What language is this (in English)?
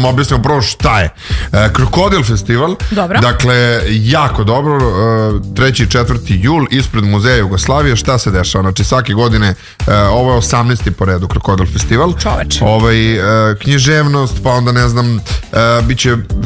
Serbian